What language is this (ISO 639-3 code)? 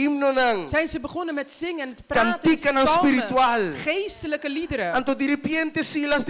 pap